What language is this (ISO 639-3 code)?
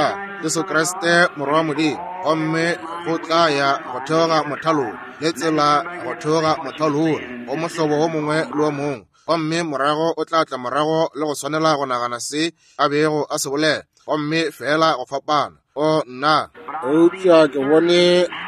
nso